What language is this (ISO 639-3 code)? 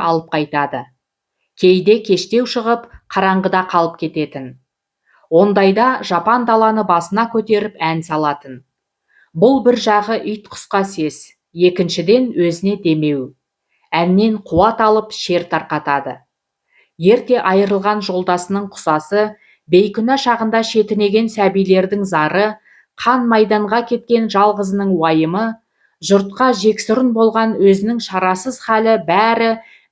kaz